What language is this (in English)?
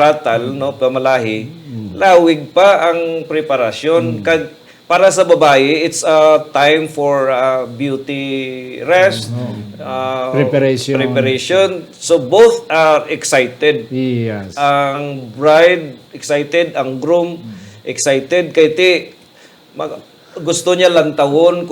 Hiligaynon